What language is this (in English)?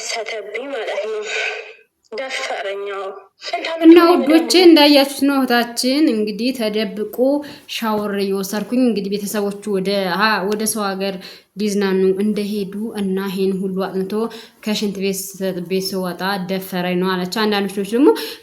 Amharic